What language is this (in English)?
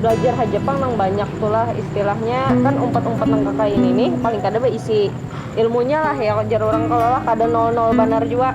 Banjar